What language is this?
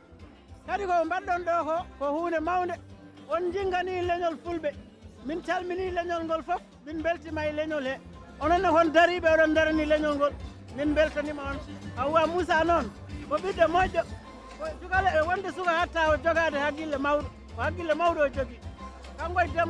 Fula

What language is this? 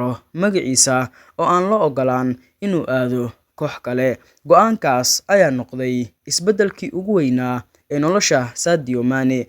Somali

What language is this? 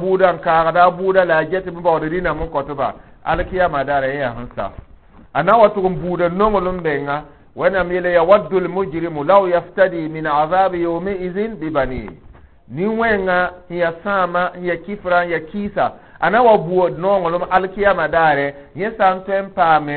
Mossi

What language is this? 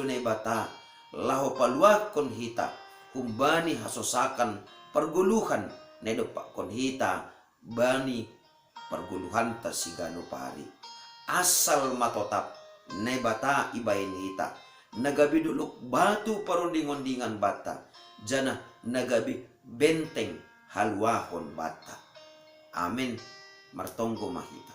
Batak Simalungun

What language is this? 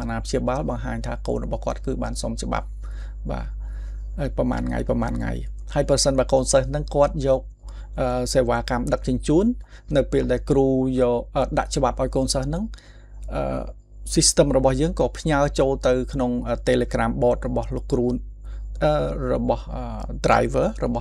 Khmer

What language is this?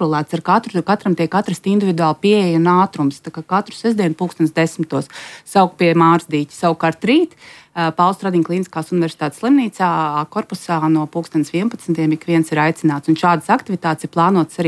Latvian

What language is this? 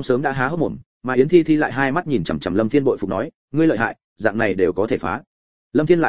Vietnamese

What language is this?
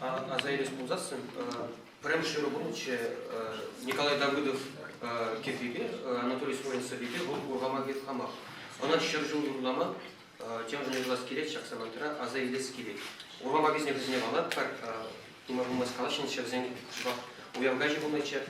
Chuvash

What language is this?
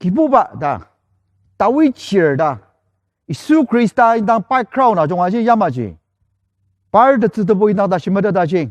Ao Naga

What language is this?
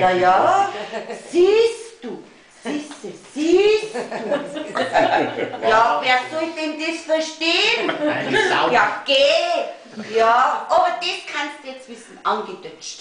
Bavarian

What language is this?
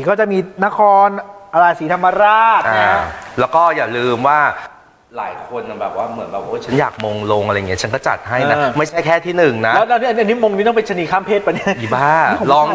Thai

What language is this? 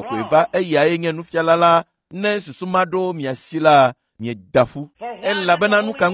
Ewe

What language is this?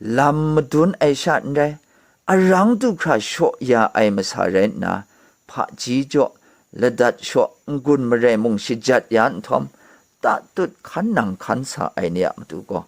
Kachin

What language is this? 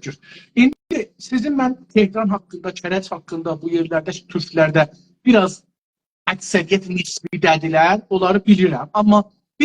South Azerbaijani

